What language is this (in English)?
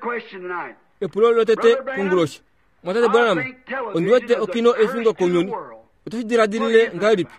Kuanyama